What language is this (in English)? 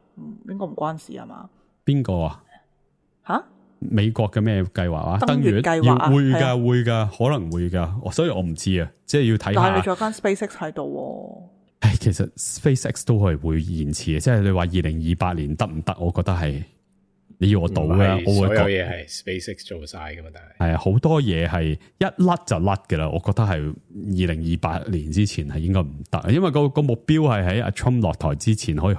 Cantonese